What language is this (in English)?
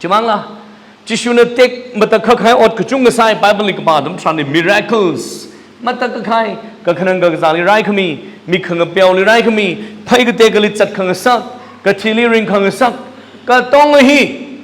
Tangkhul Naga (India)